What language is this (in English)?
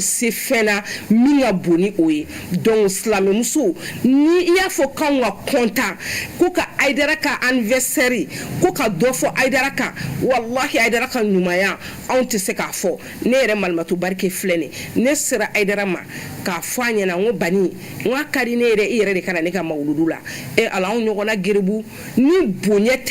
Bambara